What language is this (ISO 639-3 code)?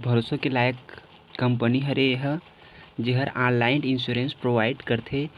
hne